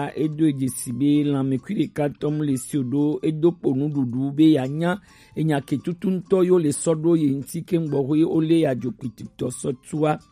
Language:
Gen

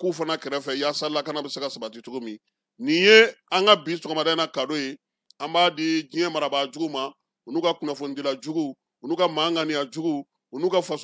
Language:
Bambara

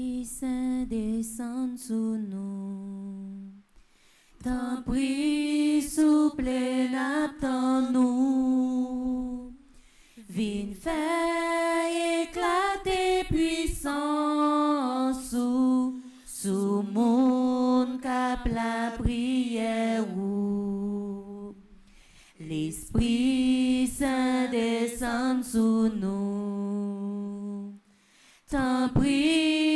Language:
French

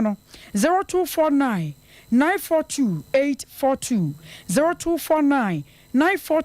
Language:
Akan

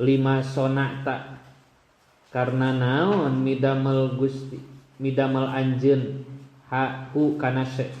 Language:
Sundanese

